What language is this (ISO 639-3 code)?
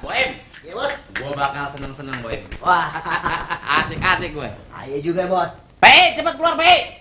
bew